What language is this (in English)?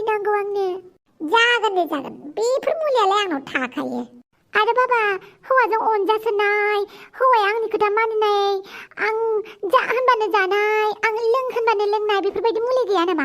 Bodo